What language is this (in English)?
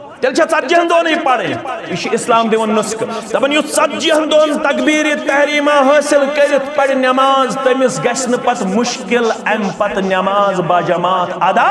Kashmiri